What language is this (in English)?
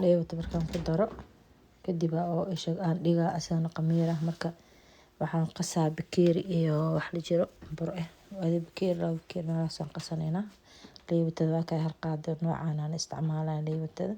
Somali